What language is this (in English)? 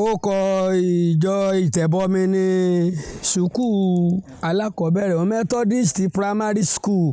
Yoruba